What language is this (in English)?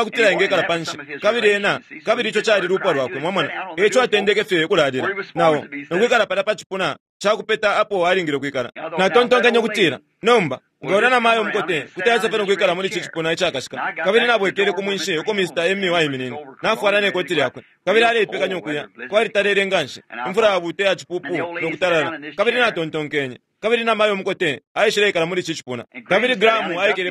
Bemba